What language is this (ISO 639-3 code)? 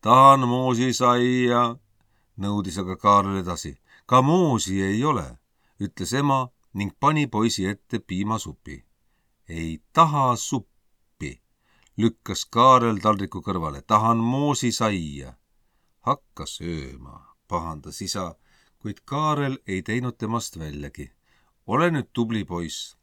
est